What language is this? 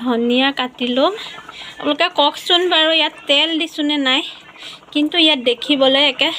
Assamese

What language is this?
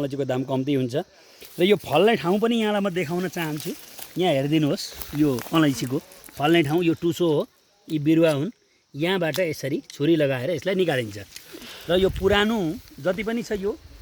Nepali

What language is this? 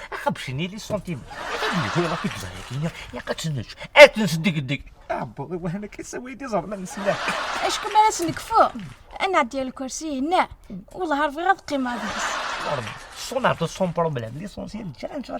Kabyle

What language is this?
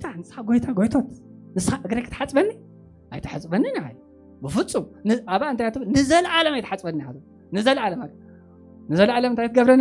Tigrinya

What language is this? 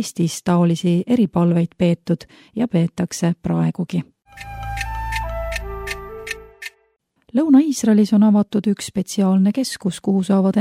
Estonian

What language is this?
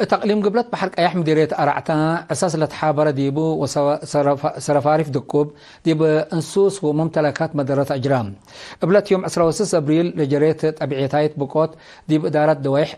Tigre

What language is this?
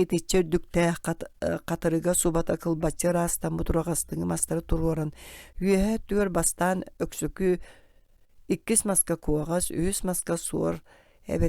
Yakut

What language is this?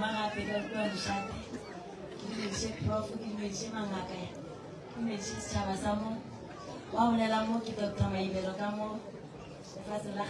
Northern Sotho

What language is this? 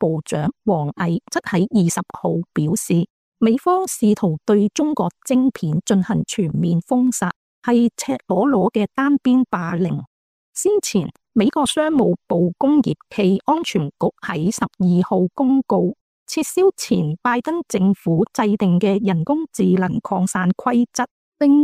Cantonese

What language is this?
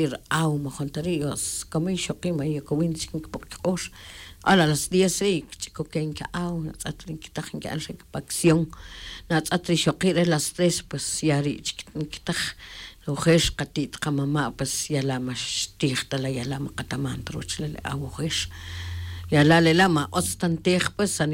Tz'utujil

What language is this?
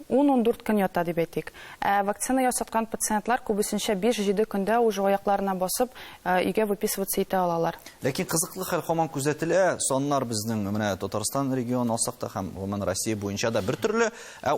Tatar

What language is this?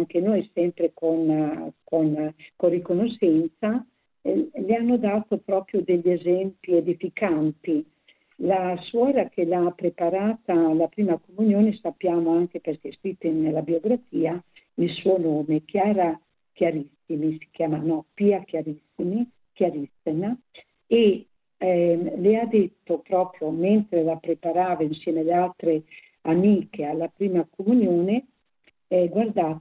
Italian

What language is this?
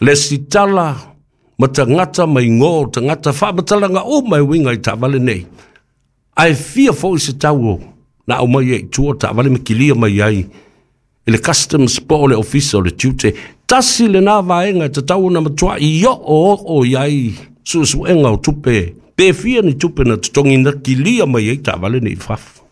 Samoan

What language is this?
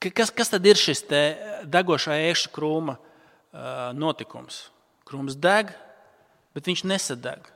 Latvian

